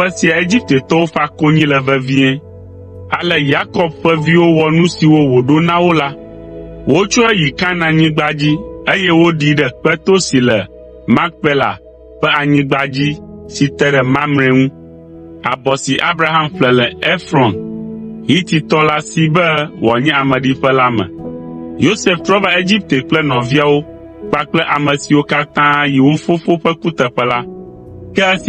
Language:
Ewe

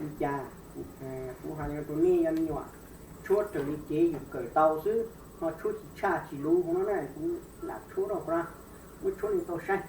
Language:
Hmong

